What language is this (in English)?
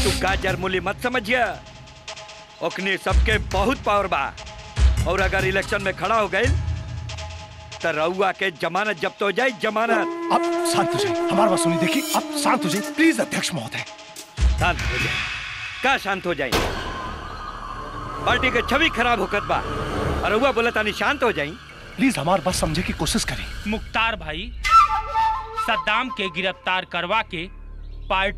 Bhojpuri